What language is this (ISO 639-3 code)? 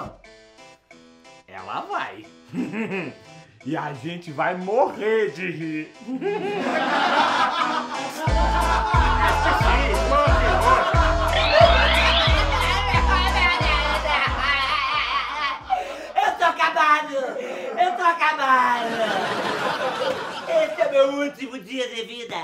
por